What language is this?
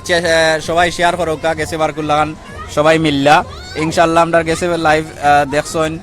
Sylheti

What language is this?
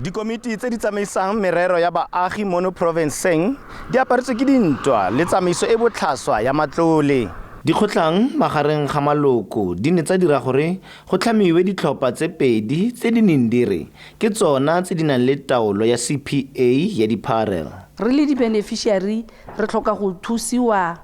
Tswana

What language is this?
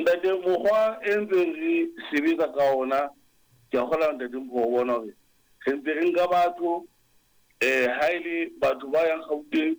Southern Sotho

